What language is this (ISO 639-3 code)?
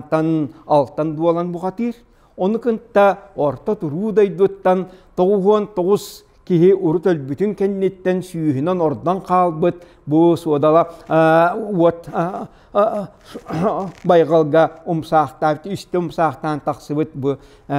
sah